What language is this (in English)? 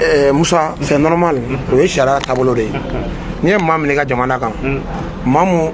Bambara